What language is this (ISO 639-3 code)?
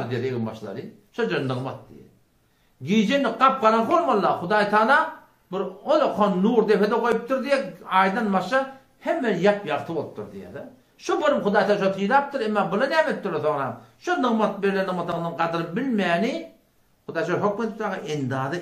tuk